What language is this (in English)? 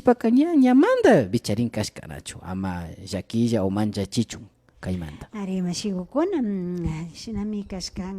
Imbabura Highland Quichua